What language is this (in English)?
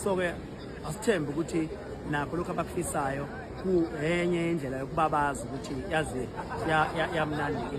Zulu